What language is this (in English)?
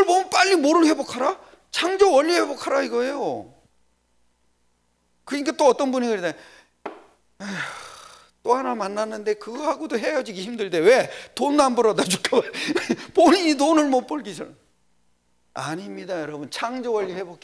Korean